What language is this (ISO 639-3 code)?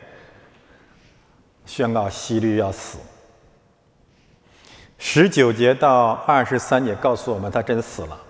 zho